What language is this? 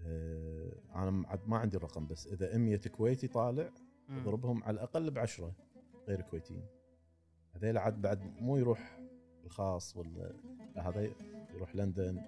Gulf Arabic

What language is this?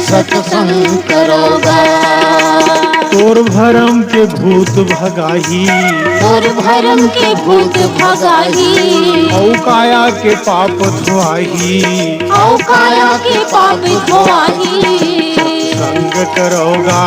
Chhattisgarhi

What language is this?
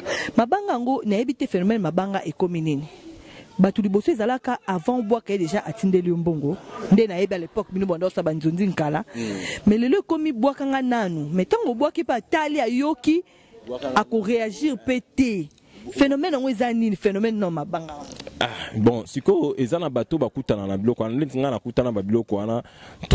Lingala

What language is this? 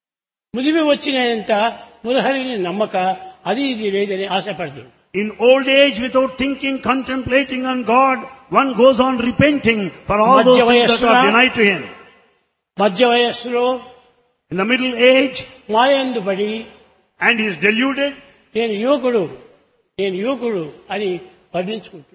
Telugu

